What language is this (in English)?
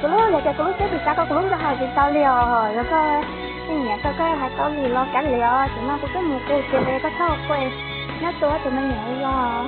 Hmong